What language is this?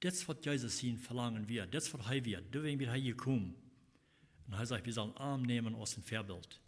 Plautdietsch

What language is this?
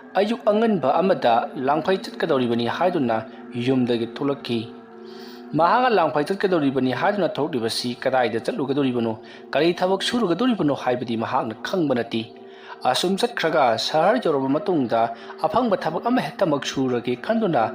Manipuri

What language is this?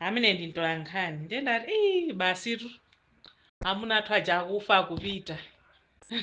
Nyanja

